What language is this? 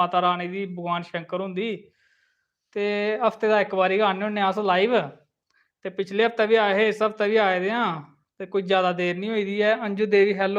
Dogri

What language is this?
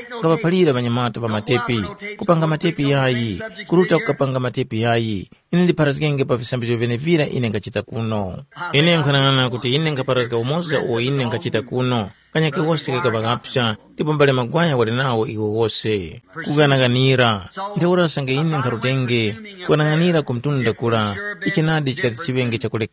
Tumbuka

